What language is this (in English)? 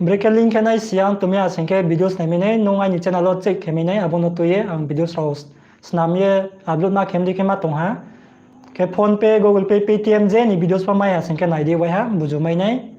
Riang (India)